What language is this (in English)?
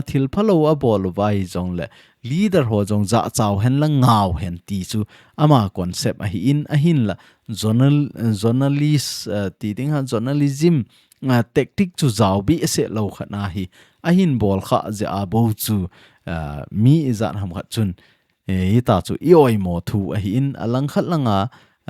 Thado Chin